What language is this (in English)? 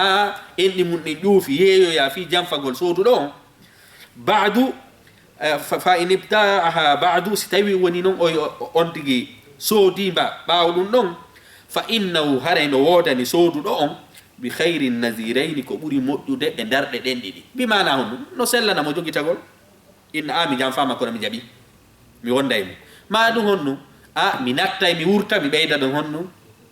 Fula